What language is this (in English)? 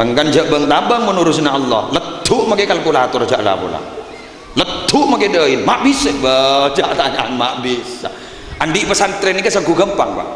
Madurese